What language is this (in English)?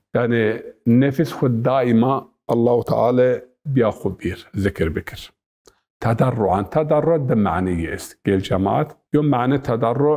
Zaza